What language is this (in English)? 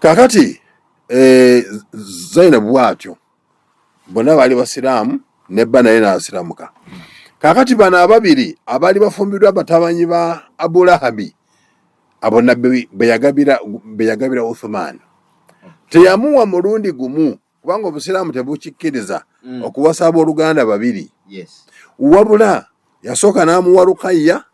Ganda